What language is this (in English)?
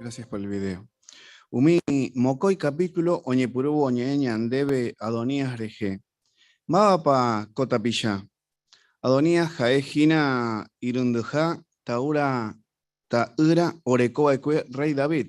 Guarani